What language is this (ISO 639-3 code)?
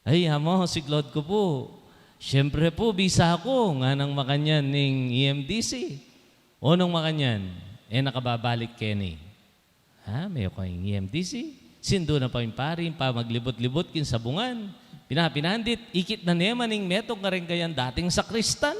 pam